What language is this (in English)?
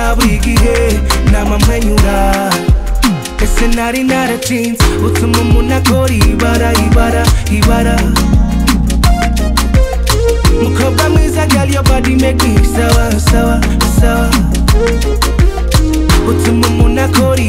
Kinyarwanda